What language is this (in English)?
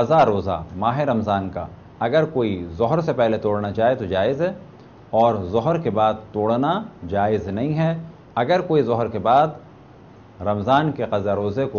Urdu